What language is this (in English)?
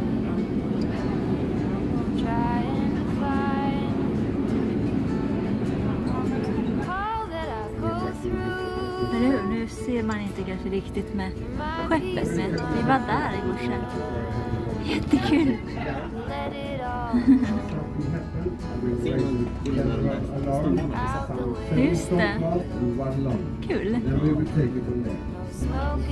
Swedish